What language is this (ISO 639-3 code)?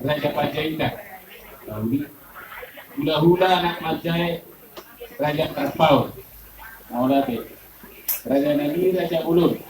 bbc